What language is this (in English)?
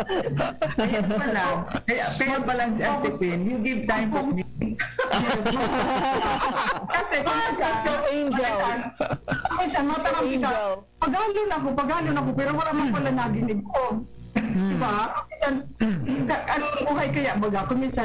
Bikol